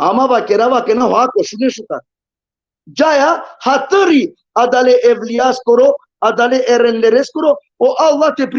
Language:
Balkan Romani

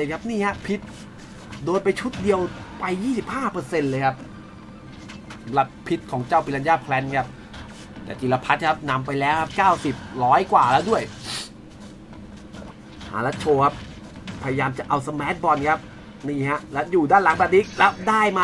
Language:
Thai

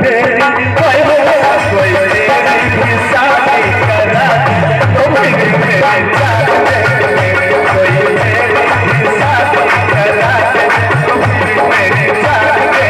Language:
Maithili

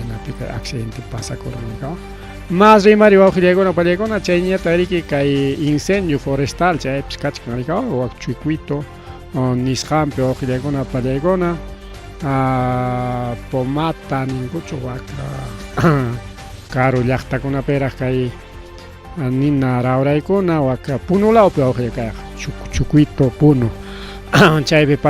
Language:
Ayacucho Quechua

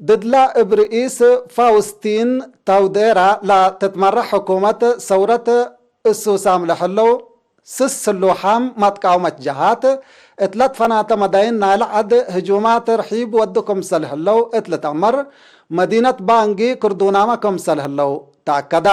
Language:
Tigre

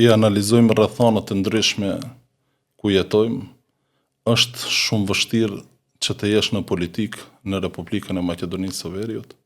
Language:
Albanian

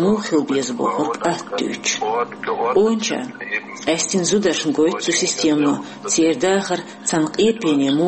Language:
Chechen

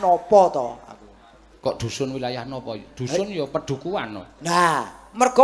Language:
Javanese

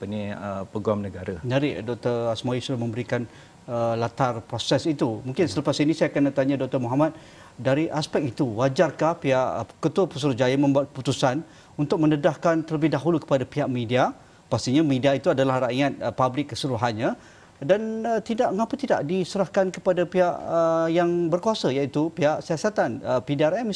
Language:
Malay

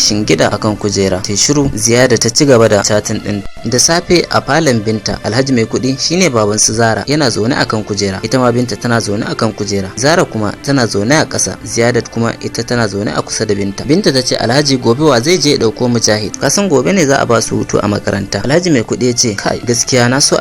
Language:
Hausa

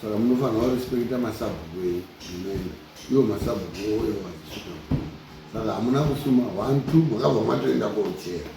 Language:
Shona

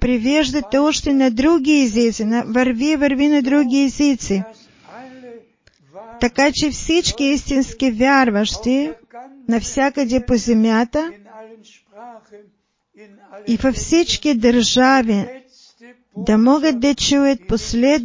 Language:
Bulgarian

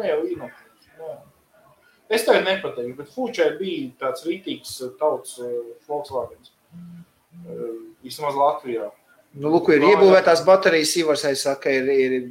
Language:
Latvian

